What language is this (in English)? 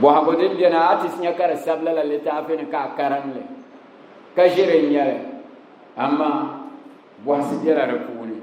Dagbani